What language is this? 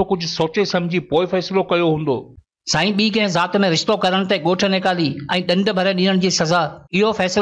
Sindhi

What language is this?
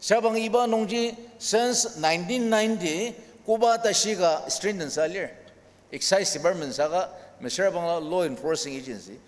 Ao Naga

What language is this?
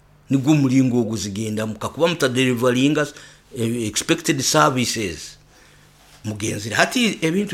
Nyoro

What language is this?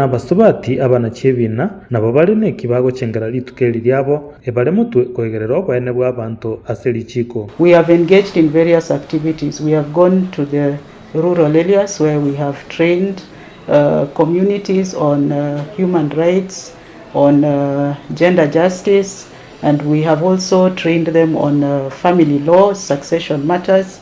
Gusii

